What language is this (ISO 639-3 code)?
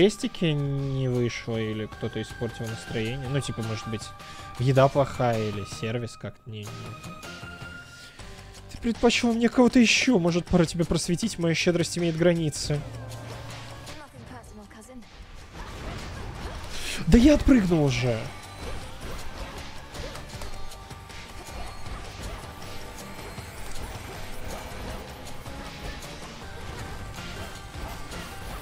rus